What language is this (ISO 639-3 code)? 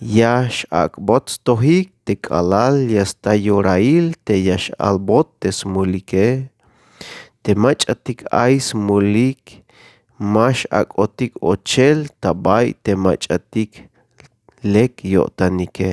tzh